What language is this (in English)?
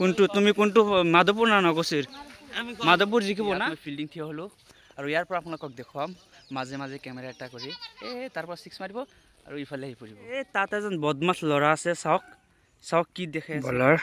Assamese